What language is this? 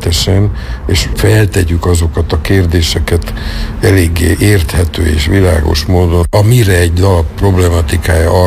Hungarian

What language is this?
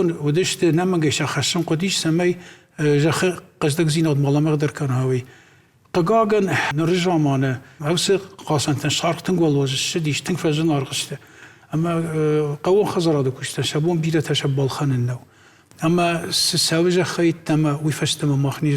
Ossetic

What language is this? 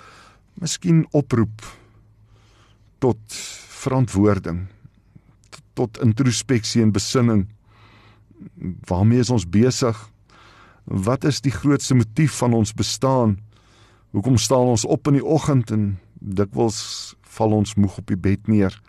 Afrikaans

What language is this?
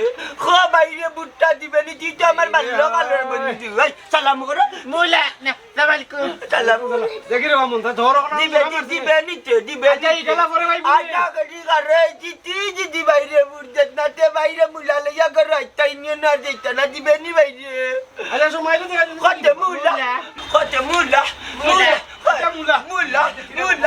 Sylheti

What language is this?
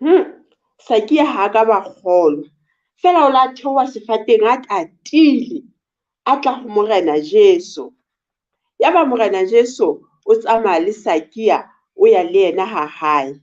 Southern Sotho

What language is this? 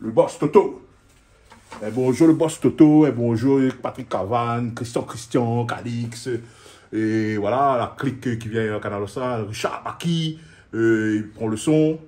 Réunion Creole French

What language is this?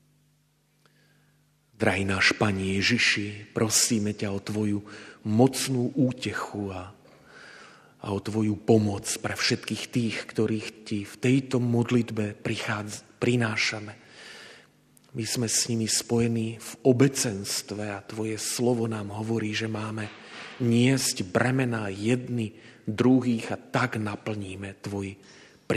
Slovak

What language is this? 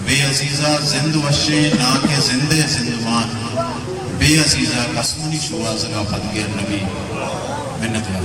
Baluchi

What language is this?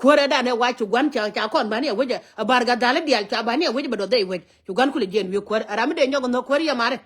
Nuer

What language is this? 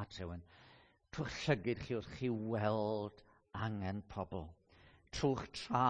Welsh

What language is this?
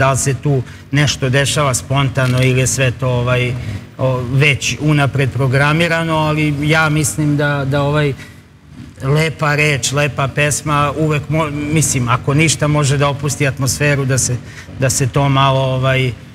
Serbian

